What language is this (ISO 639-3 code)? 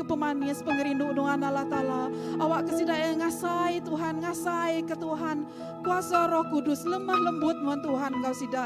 iba